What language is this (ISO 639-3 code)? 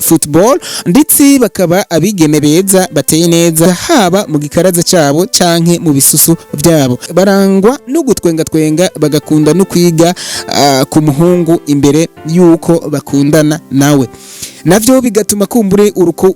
run